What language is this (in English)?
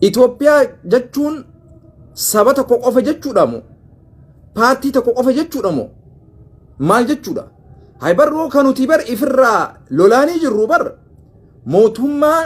Oromo